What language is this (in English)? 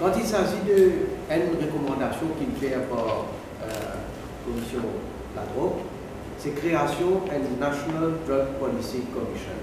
Morisyen